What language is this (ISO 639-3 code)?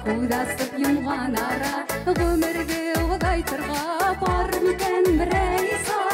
bak